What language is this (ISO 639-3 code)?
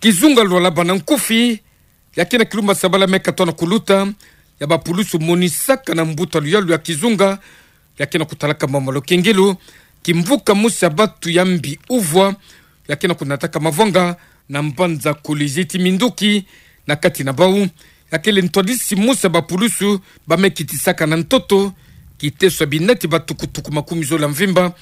ktu